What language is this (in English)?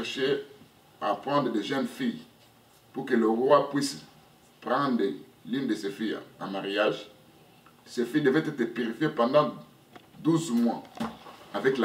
French